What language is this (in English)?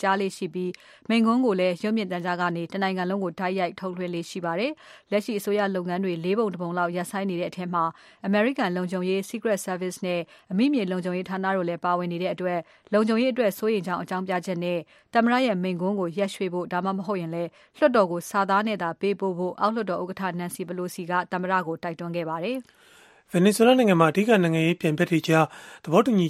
Burmese